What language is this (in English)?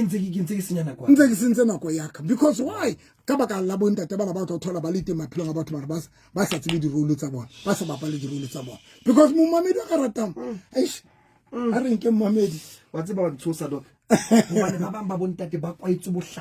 Southern Sotho